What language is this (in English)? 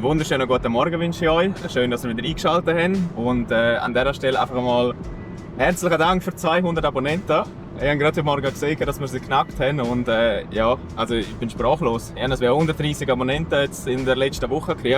Swiss German